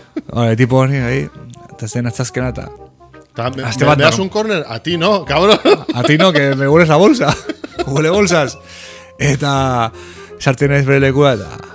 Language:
Basque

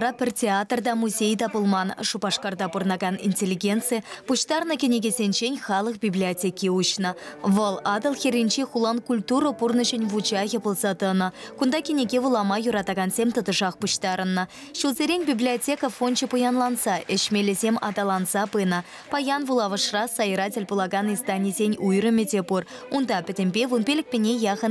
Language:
Chuvash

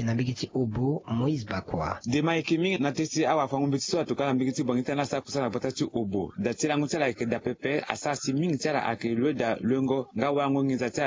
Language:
Sango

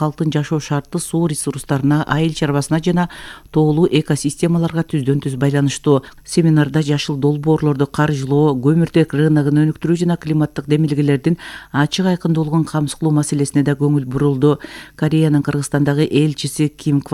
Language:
Kyrgyz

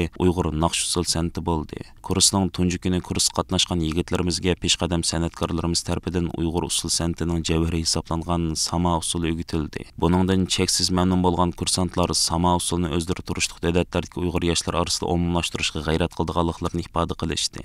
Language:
Uyghur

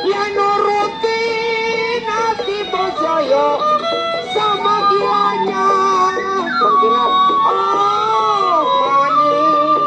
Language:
Betawi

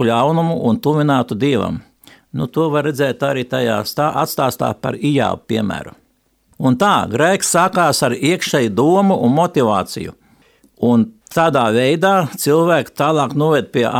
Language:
Latvian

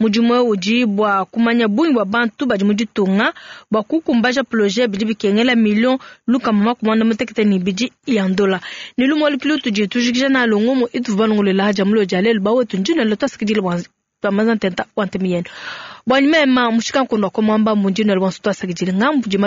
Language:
Luba-Lulua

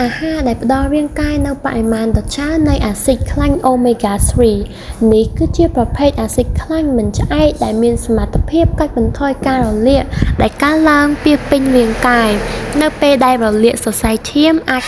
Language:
Khmer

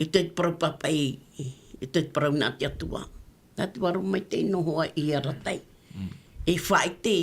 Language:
Tahitian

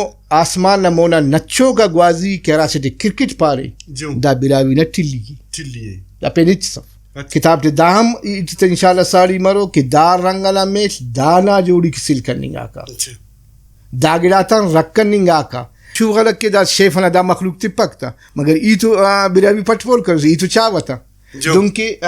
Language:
Brahui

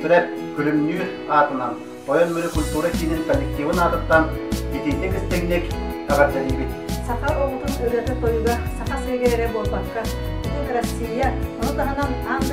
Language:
Yakut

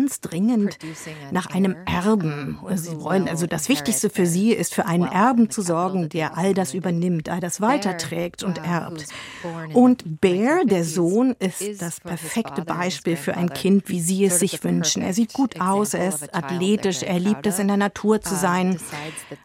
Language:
German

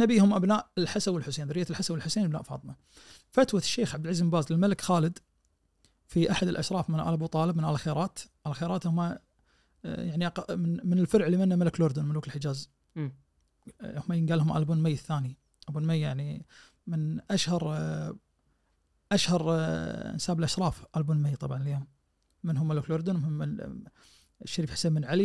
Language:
Najdi Arabic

